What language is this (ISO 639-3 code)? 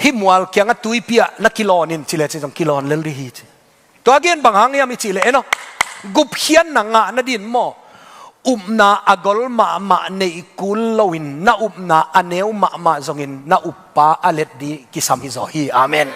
ctd